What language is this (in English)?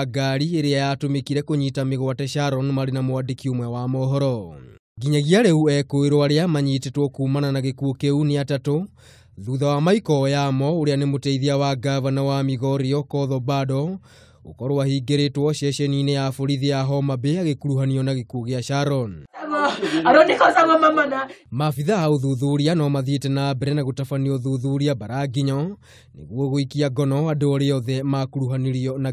Kikuyu